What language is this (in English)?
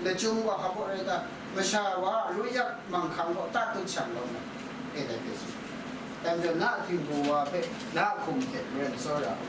Kachin